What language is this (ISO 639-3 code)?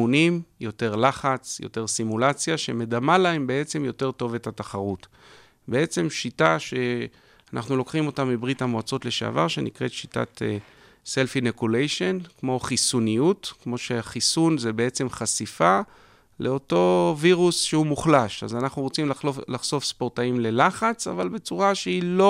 heb